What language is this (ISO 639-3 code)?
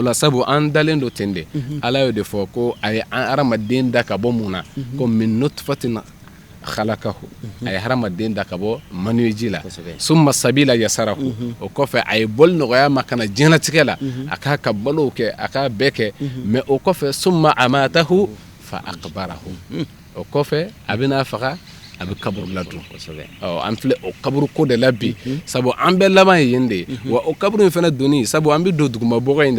bam